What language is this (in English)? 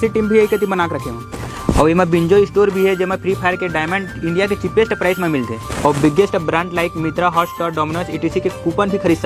Chhattisgarhi